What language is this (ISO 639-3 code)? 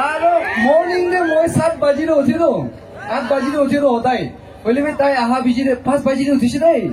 nag